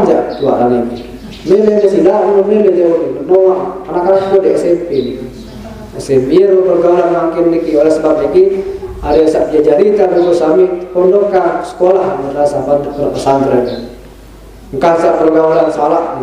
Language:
Sasak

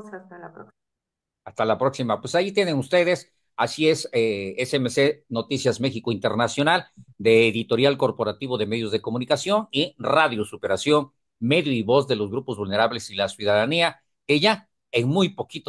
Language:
Spanish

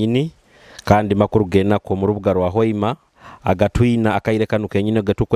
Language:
Nyoro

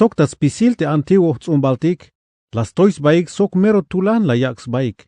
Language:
Tzeltal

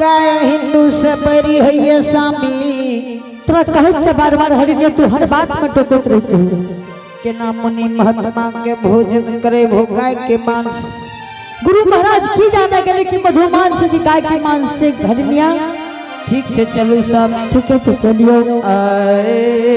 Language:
Angika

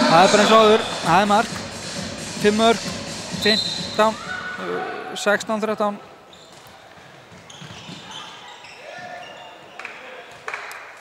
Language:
Icelandic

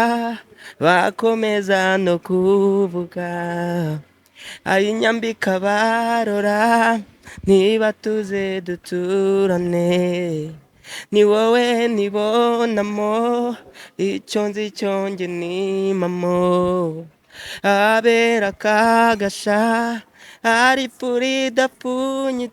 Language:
Kinyarwanda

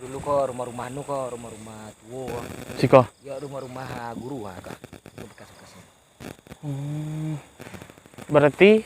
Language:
Minangkabau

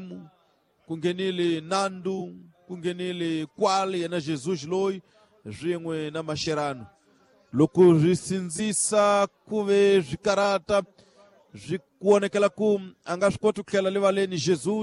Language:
Tsonga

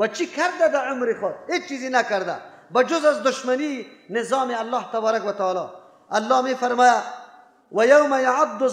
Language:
Persian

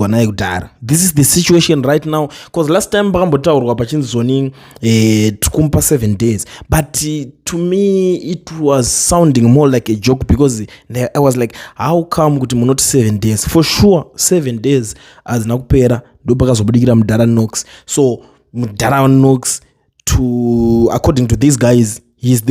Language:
Shona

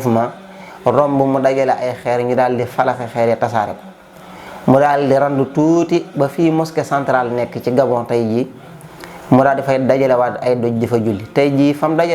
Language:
Wolof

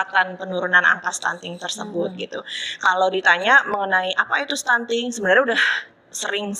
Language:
Indonesian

